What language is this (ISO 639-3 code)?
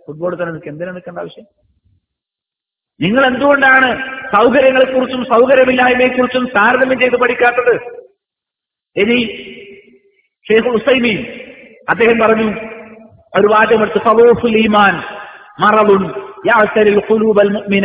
mal